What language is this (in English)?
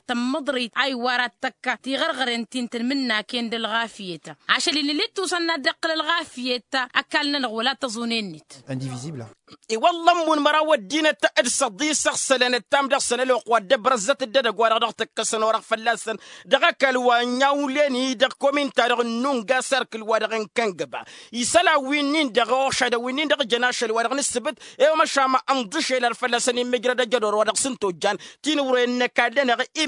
Tamasheq